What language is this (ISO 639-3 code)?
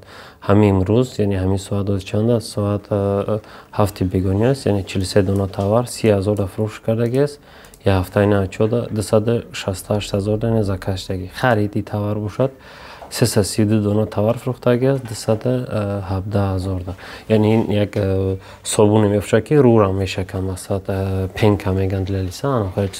tgk